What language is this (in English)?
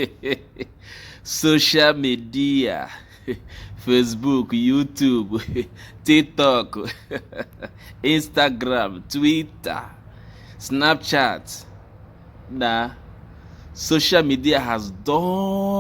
Igbo